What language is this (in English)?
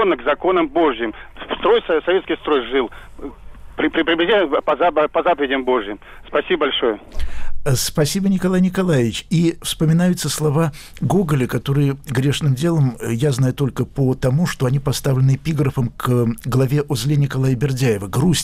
Russian